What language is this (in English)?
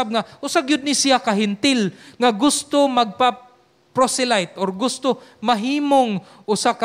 Cebuano